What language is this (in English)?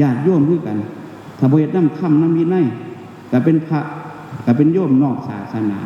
Northeastern Thai